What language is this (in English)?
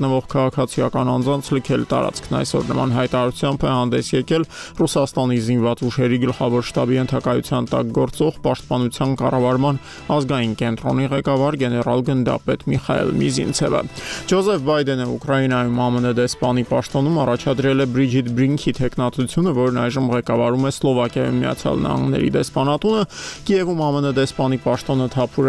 Armenian